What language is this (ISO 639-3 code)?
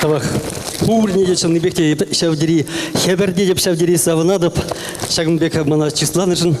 chv